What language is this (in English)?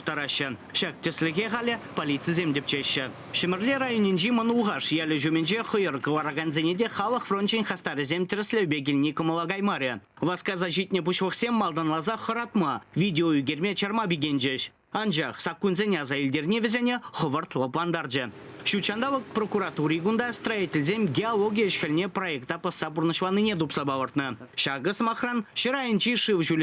Chuvash